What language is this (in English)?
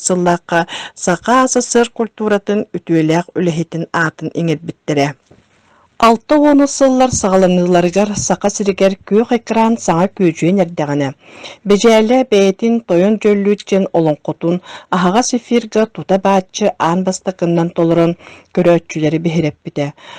Yakut